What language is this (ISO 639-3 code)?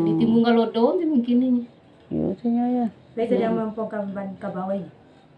min